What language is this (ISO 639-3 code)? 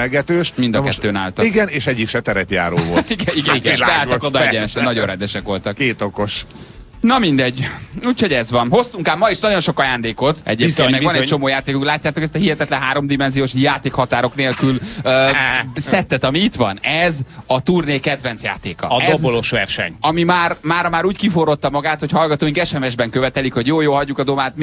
hun